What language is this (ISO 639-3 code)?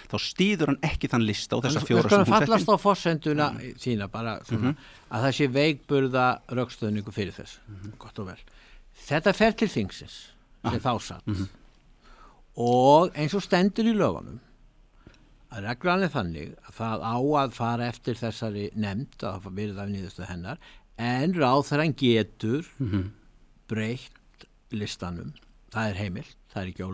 isl